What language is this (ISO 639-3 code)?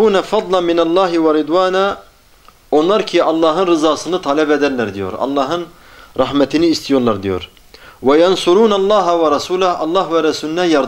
tur